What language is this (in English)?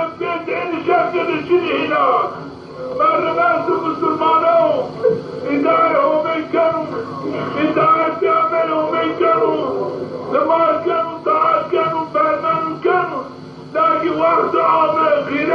Zaza